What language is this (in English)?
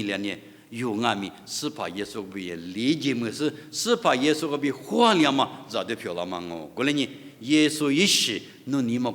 Lisu